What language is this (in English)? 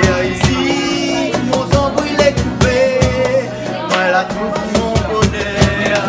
Réunion Creole French